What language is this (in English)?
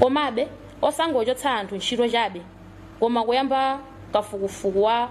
Nyanja